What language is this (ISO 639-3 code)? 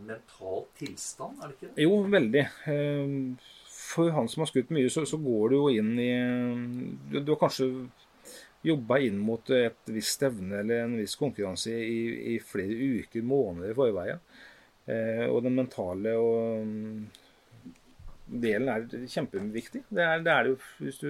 nor